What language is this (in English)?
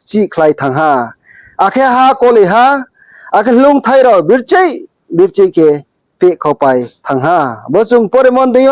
Riang (India)